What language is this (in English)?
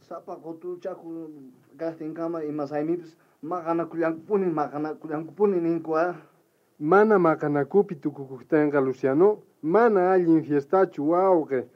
South Bolivian Quechua